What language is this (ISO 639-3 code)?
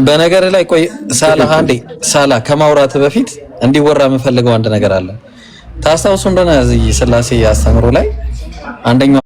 amh